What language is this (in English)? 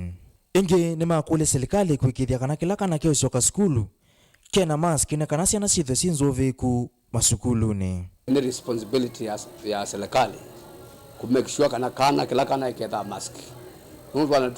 Kamba